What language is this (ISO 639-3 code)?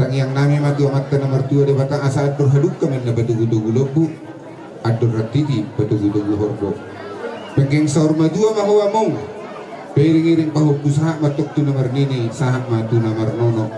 bbc